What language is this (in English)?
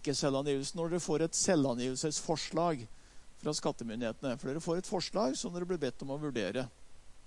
Norwegian